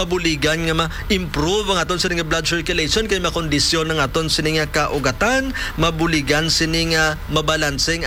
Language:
Hiligaynon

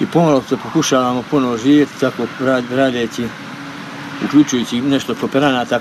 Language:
Croatian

